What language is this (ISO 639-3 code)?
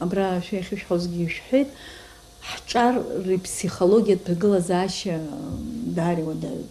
abk